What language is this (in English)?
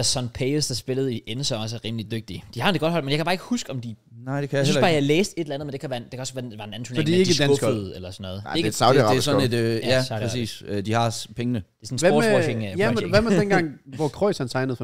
Danish